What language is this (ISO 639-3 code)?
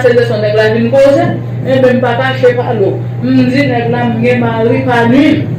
hat